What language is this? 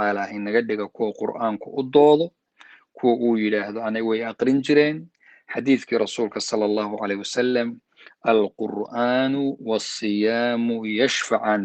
Somali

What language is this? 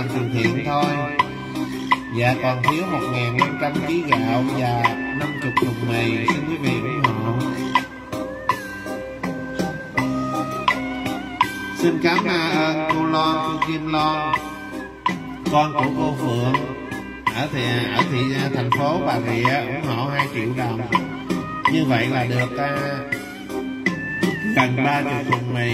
Vietnamese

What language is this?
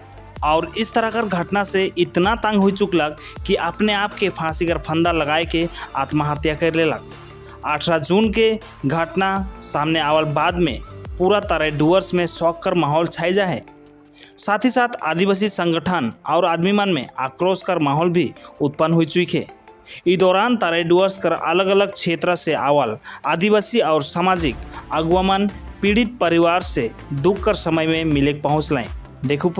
Sadri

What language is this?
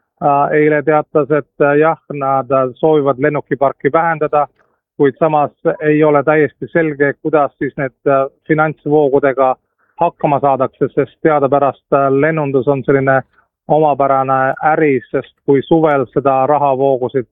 Estonian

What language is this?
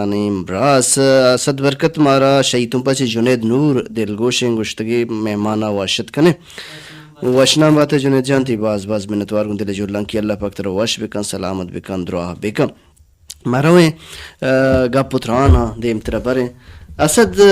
Baluchi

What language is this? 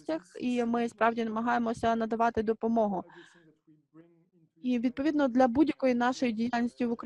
Ukrainian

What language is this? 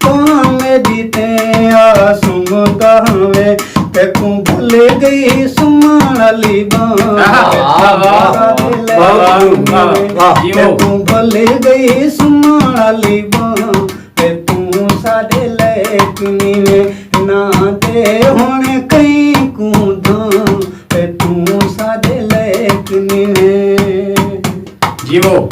Saraiki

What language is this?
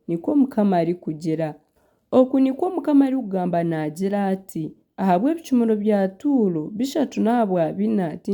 Nyankole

